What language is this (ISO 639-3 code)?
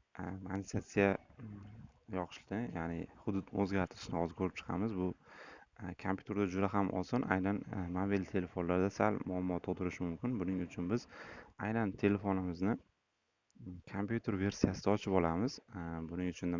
uzb